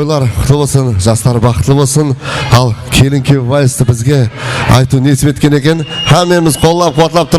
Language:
Kara-Kalpak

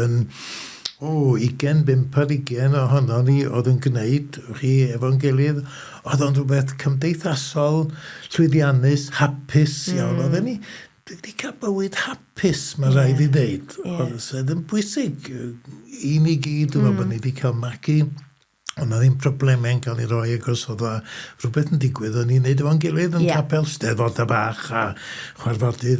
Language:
Welsh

